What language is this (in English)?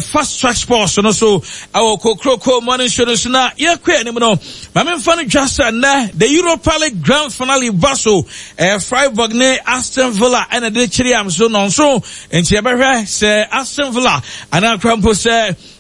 Akan